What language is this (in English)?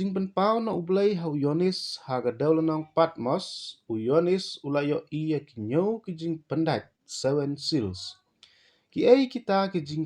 Khasi